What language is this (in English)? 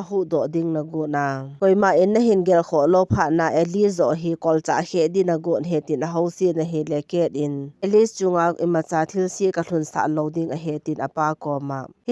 Thado Chin